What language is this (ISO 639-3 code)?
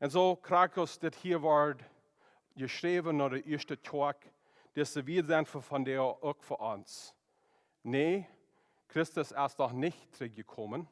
pdt